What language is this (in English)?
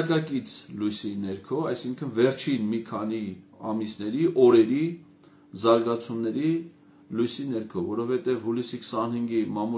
Armenian